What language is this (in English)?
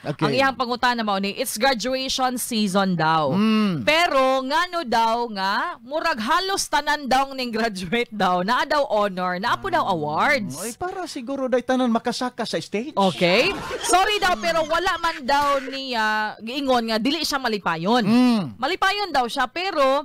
Cebuano